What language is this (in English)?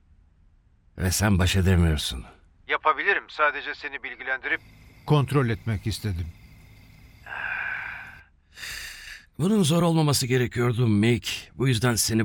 Turkish